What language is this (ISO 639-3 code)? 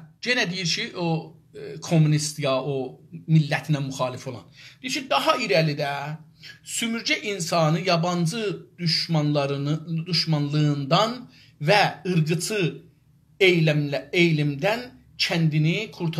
azb